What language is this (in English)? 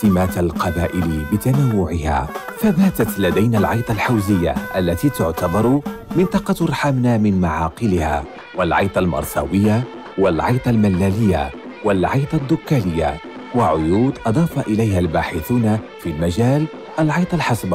Arabic